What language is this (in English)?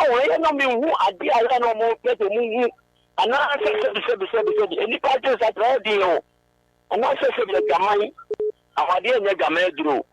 Akan